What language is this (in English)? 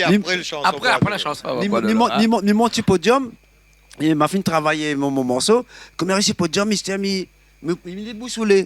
Réunion Creole French